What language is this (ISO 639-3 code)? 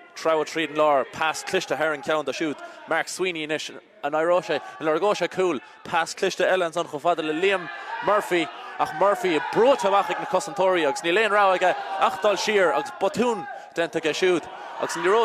gle